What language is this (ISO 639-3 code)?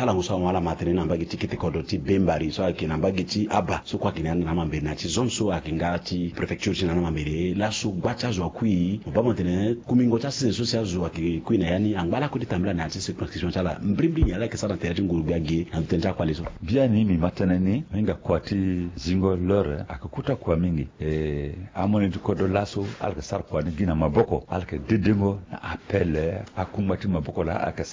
sag